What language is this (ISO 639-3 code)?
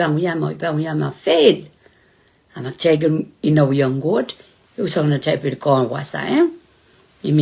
pon